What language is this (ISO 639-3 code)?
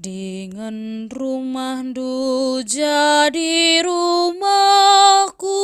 btx